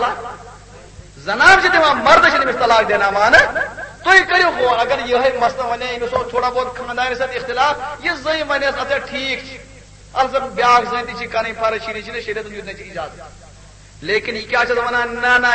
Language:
Kashmiri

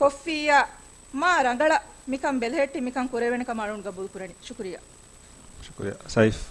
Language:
Divehi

